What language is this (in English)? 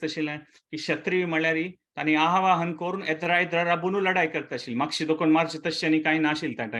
Konkani